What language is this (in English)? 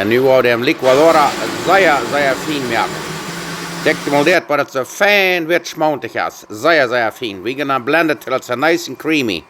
Plautdietsch